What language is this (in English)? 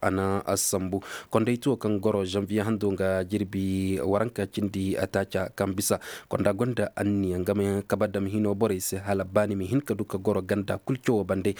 Zarma